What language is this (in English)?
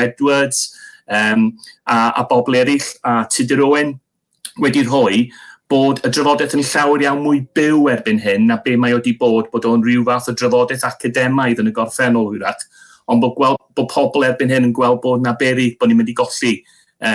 Welsh